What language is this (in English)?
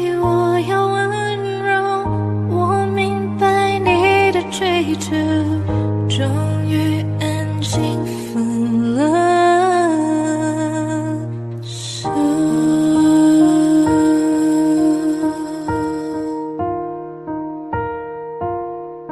Chinese